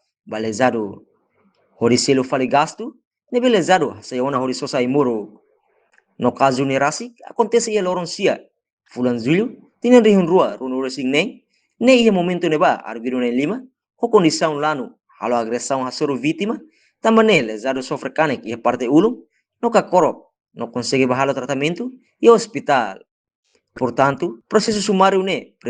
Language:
Tetum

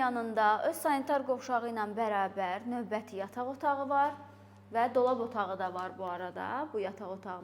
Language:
Azerbaijani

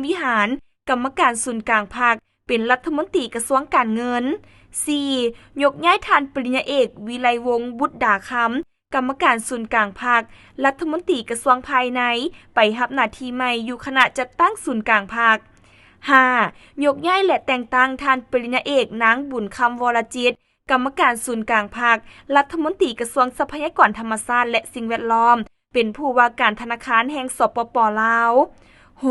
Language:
Lao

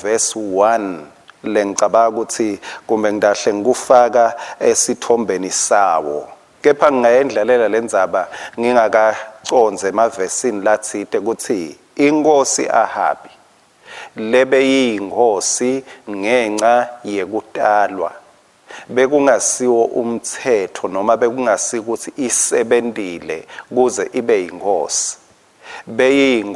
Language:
Swati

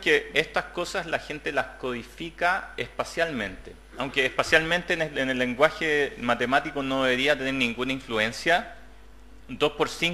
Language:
Spanish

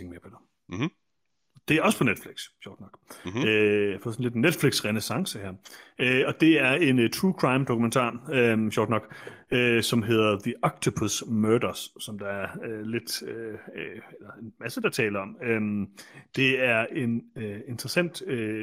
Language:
Danish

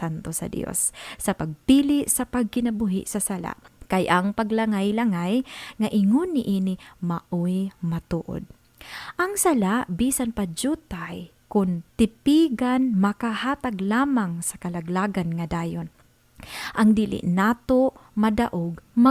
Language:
Cebuano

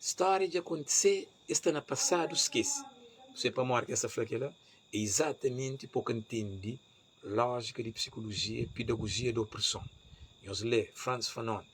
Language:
Kabuverdianu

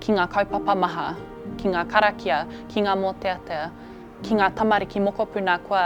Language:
Māori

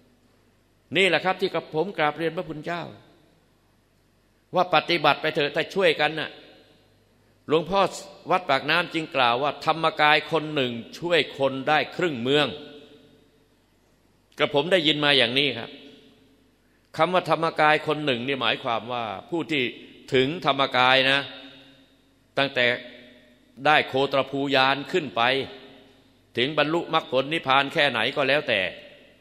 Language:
Thai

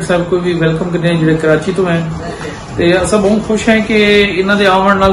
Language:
Saraiki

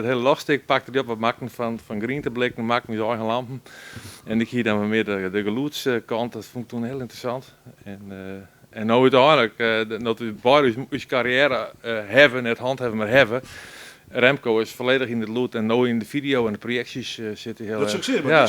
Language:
Western Frisian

